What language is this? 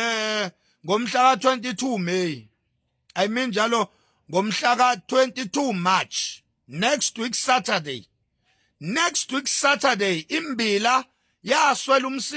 Zulu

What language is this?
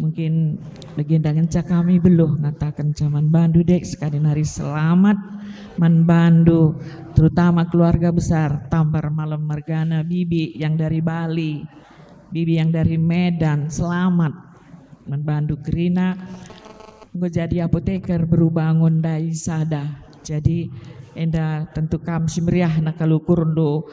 Batak Karo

